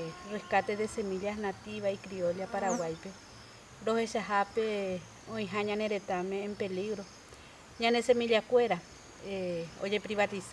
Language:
Guarani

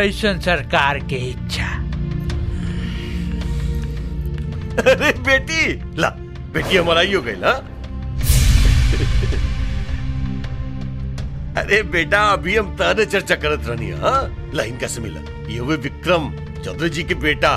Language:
Bhojpuri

